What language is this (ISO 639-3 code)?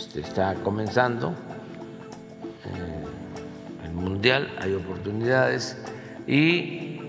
spa